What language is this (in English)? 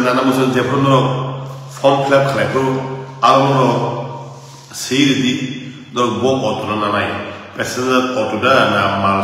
Kok Borok